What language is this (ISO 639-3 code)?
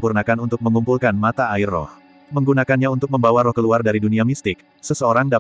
ind